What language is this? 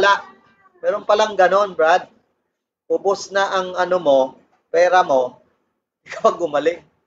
Filipino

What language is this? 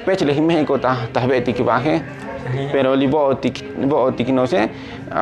Tzotzil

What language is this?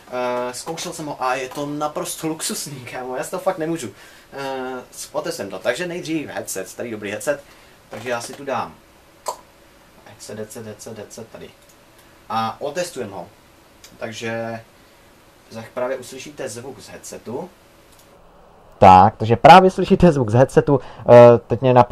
Czech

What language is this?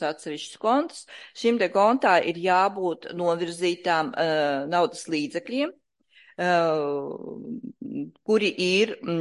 Latvian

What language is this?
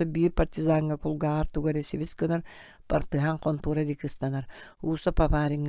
Yakut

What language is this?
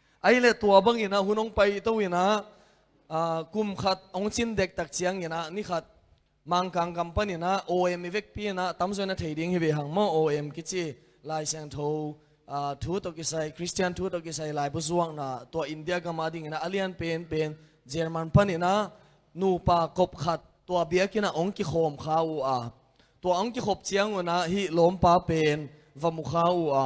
Tedim Chin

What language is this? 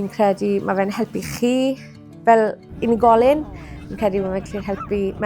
Welsh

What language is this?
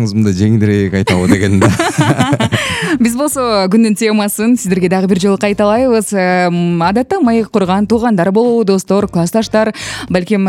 Kyrgyz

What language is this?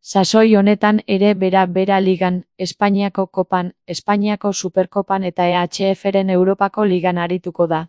Basque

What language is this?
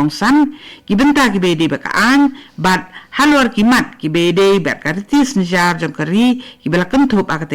Khasi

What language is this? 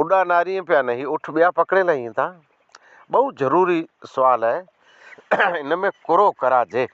Sindhi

